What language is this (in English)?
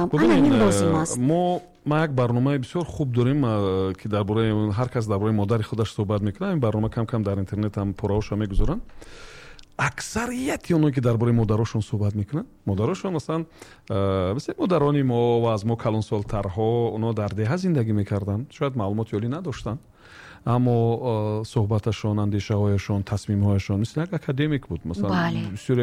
Tajik